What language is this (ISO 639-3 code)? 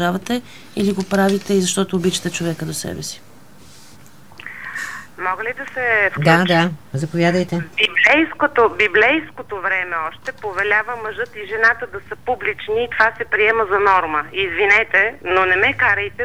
bul